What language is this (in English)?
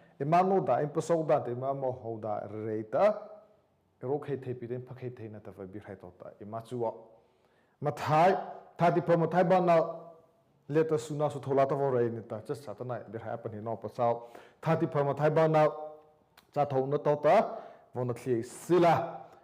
Mara Chin